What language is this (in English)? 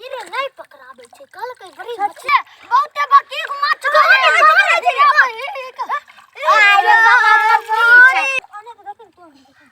Maithili